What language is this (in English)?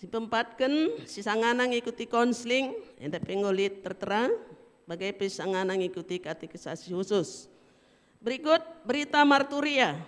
Batak Karo